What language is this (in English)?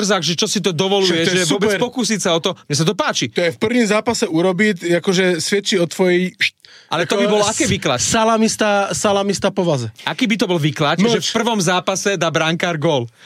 Slovak